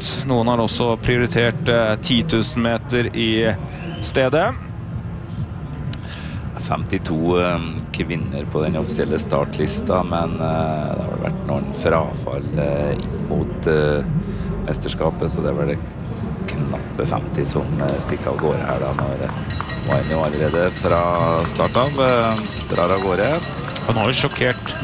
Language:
Norwegian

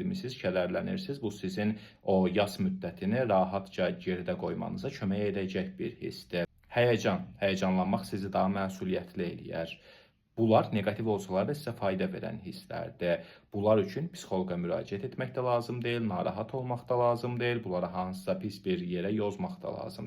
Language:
Azerbaijani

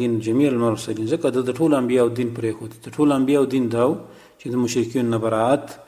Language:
Pashto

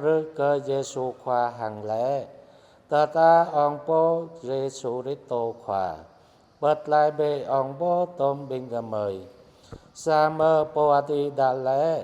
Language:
Jarai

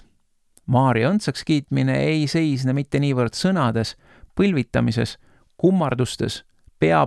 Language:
Estonian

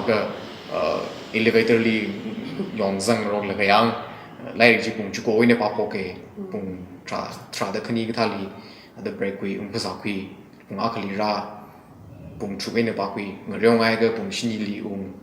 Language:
Tangkhul Naga (India)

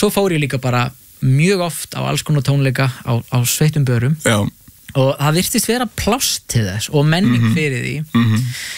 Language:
Icelandic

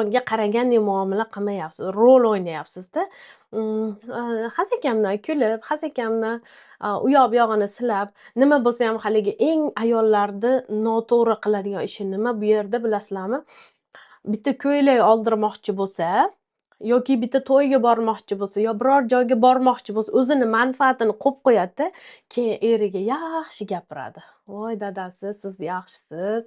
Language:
Uzbek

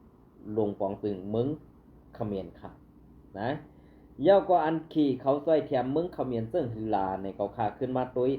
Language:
Shan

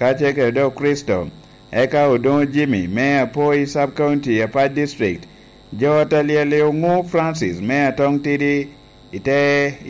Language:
Lango (Uganda)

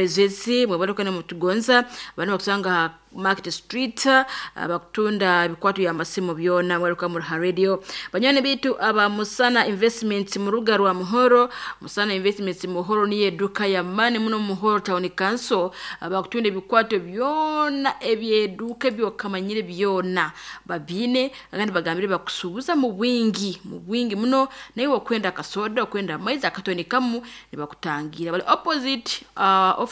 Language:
Nyoro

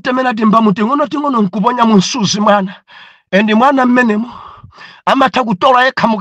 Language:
Nyanja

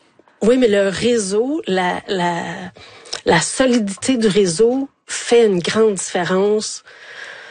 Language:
French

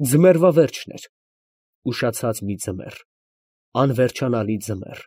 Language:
Armenian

